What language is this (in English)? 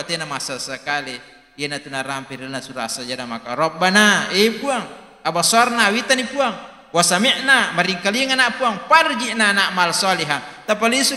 Buginese